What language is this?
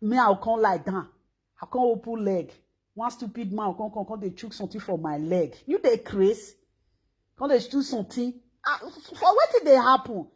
Nigerian Pidgin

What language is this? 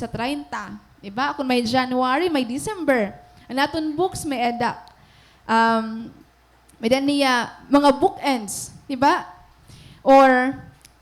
Waray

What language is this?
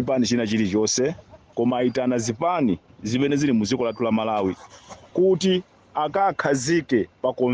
Nyanja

